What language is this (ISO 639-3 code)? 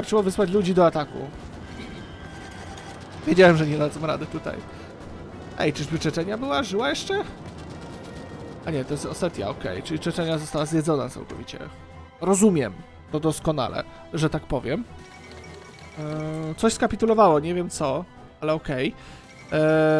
pol